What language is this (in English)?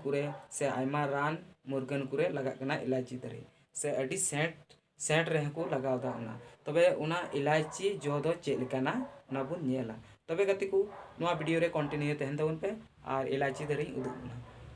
Santali